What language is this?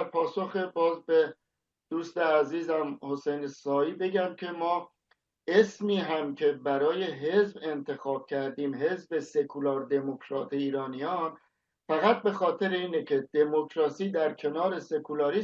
Persian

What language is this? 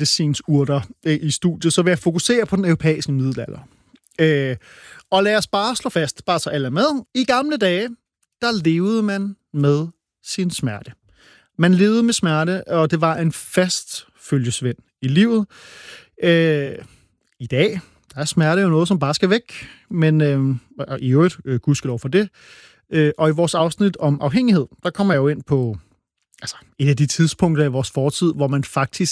Danish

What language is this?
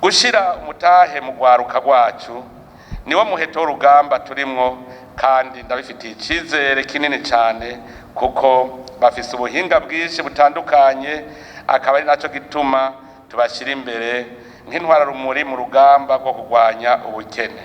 Rundi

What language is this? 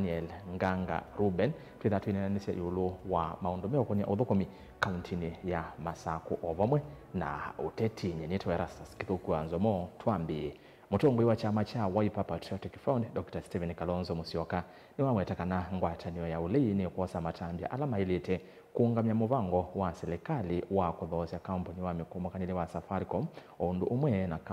Kamba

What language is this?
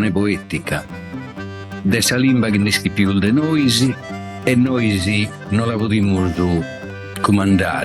Sardinian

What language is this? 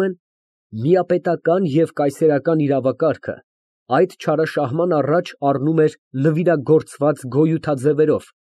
Armenian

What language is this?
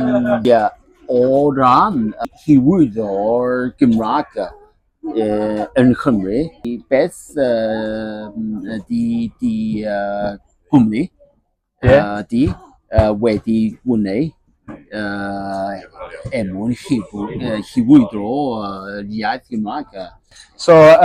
Welsh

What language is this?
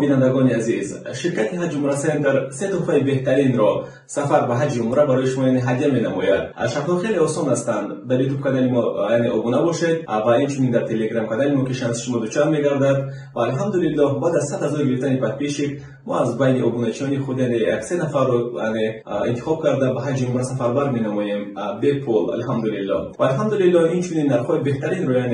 Tajik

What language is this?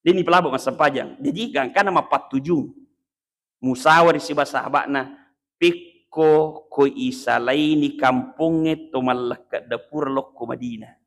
Buginese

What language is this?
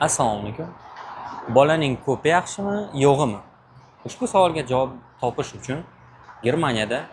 Uzbek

